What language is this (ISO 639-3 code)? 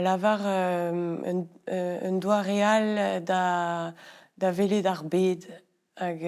bre